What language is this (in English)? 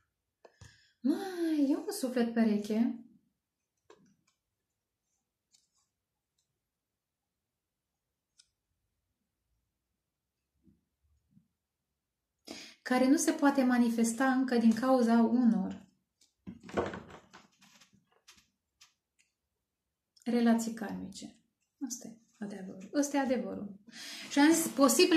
Romanian